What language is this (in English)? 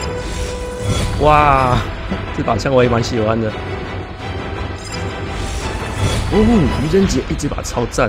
Chinese